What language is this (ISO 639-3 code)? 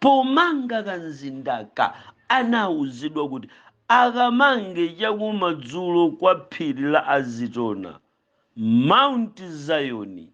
nya